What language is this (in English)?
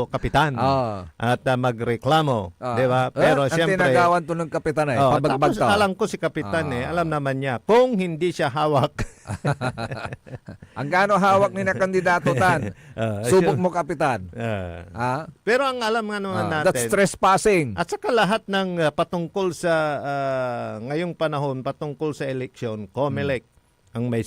Pangasinan